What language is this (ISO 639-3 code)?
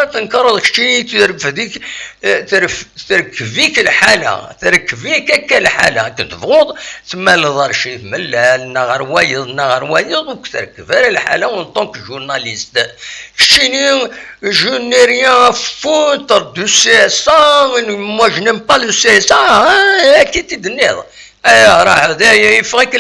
kab